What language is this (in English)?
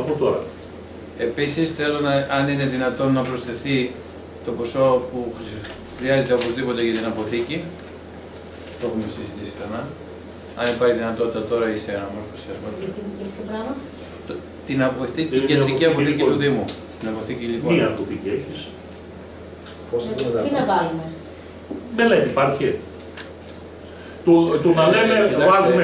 Greek